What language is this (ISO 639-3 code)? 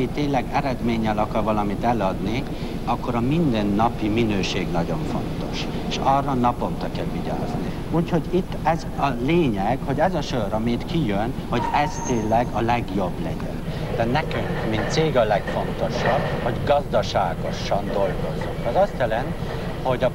hun